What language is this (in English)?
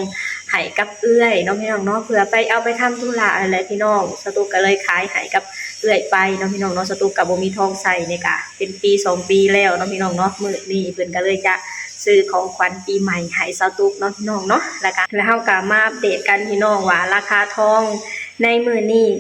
Lao